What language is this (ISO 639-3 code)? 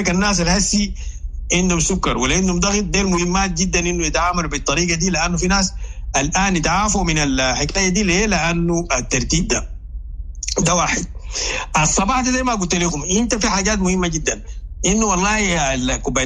apd